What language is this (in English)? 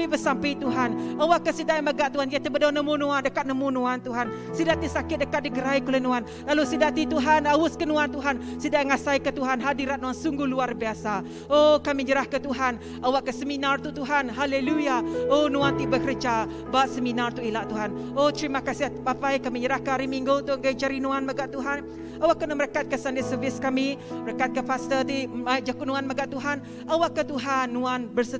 Iban